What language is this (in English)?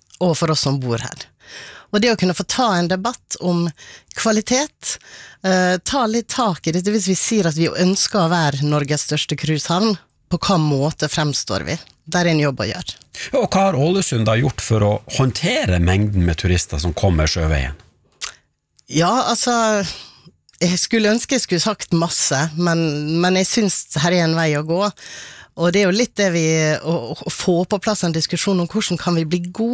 Norwegian